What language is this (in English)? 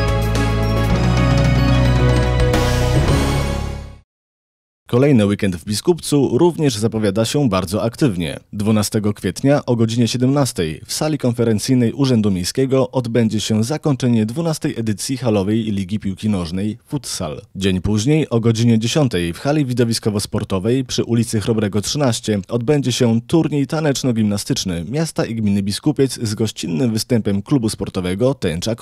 Polish